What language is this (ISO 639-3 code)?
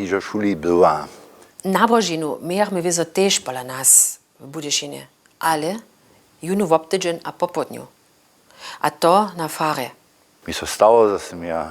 hsb